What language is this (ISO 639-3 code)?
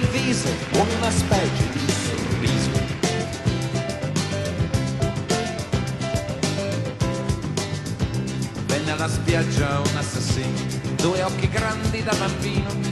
ita